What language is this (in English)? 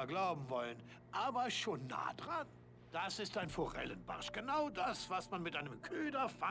Bavarian